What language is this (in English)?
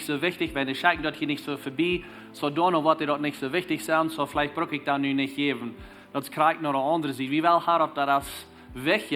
Plautdietsch